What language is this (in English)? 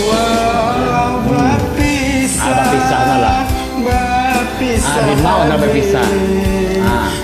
Minangkabau